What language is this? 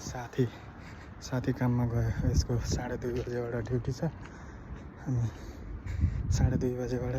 Nepali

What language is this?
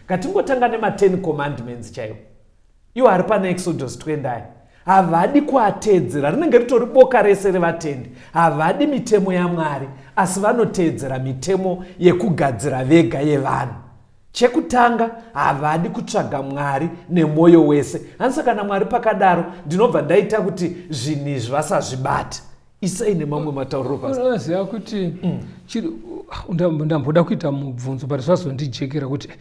Shona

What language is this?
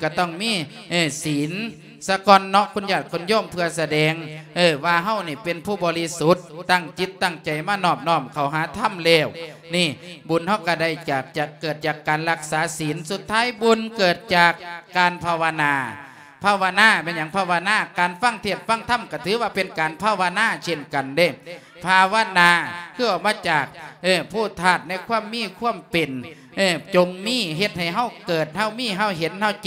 Lao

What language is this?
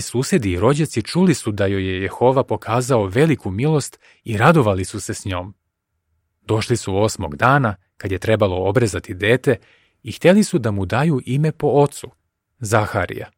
Serbian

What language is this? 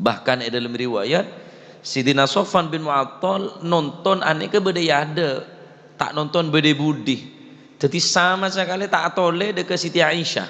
Madurese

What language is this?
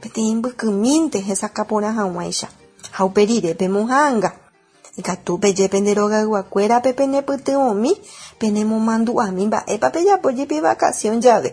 Guarani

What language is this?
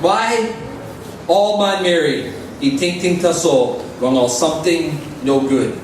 Tok Pisin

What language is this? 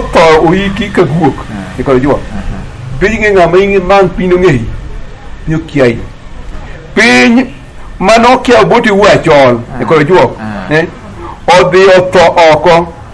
Luo (Kenya and Tanzania)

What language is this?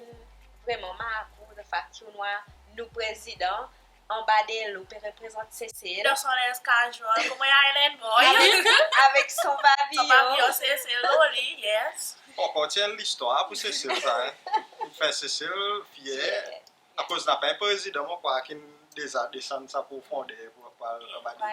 Seselwa Creole French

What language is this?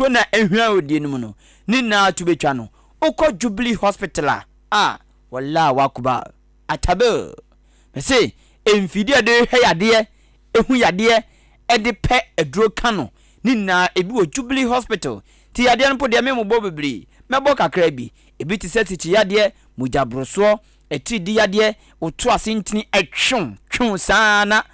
Akan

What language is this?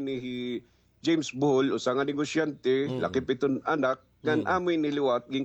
Waray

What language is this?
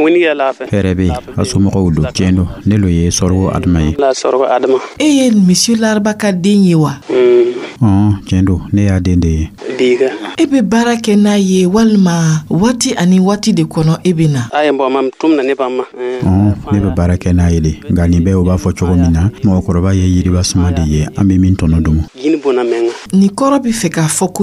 Dyula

